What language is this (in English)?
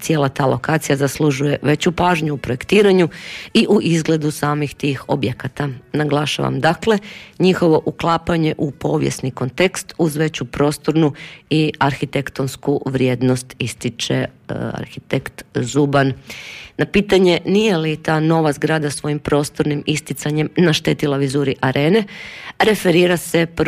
Croatian